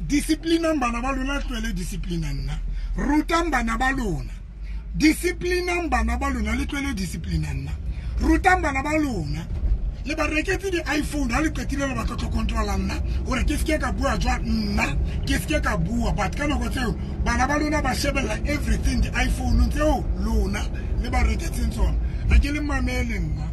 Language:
Tswana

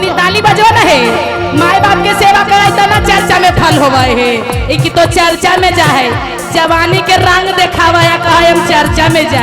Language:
Magahi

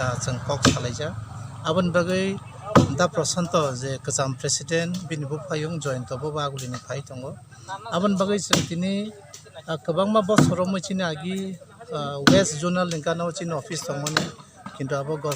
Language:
Kok Borok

